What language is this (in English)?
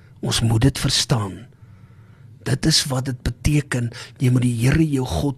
Afrikaans